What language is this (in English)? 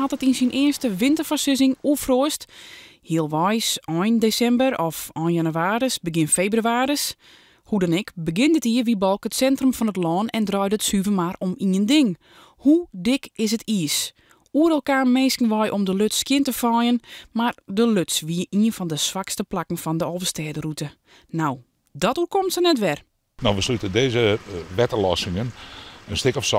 Western Frisian